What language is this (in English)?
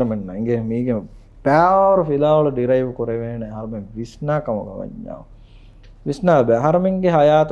Divehi